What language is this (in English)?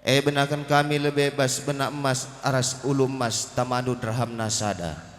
Batak Karo